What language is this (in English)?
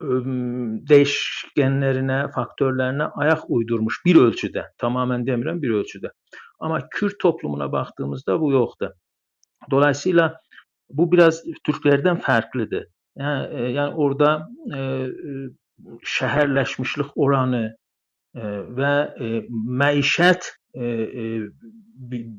South Azerbaijani